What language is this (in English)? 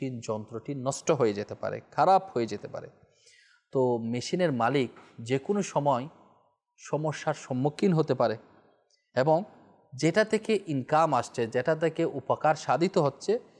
Bangla